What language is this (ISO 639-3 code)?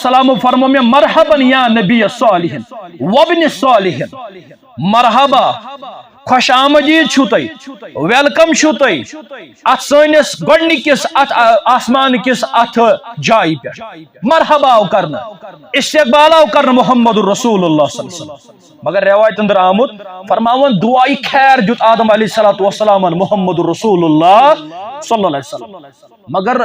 kas